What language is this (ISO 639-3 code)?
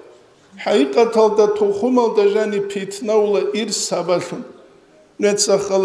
ava